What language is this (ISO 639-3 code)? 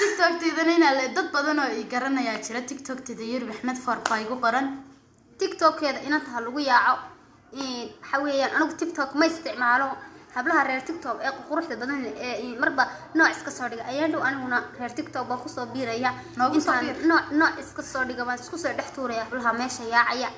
som